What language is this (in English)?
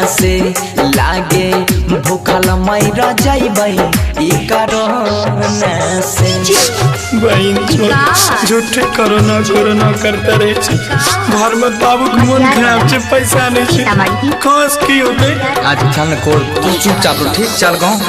Maithili